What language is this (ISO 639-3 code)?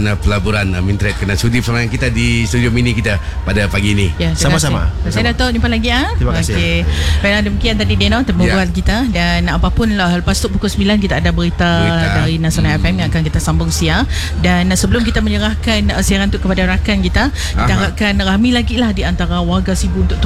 msa